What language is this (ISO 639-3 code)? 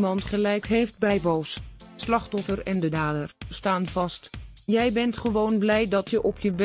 nld